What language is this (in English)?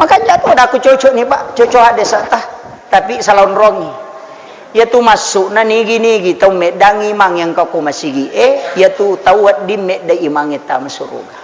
Buginese